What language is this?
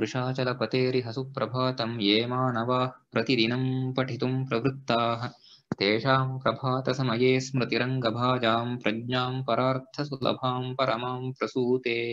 Sanskrit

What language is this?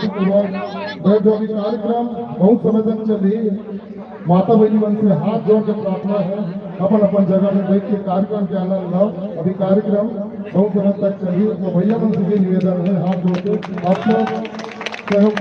Chhattisgarhi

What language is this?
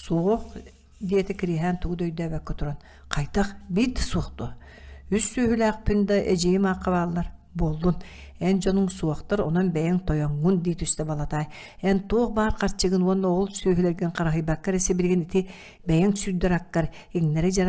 Yakut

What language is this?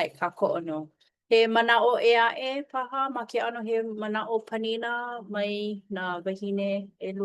Hawaiian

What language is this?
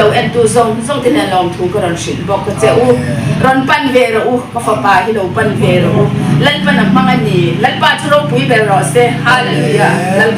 Hmar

